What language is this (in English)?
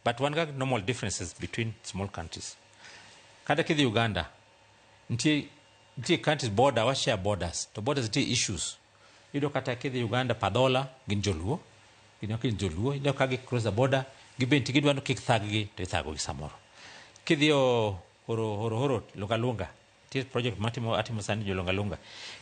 Luo (Kenya and Tanzania)